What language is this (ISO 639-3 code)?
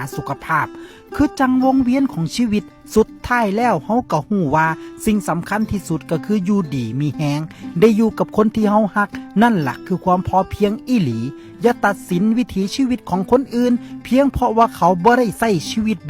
lao